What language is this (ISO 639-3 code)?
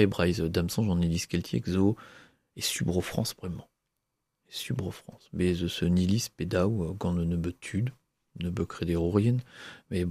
bre